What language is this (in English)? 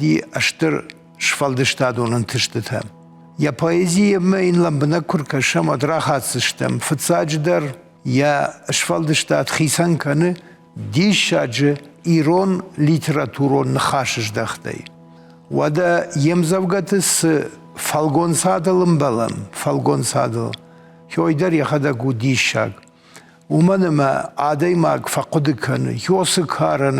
Ossetic